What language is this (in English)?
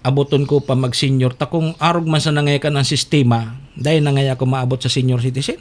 Bikol